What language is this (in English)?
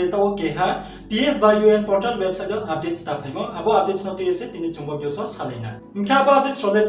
Riang (India)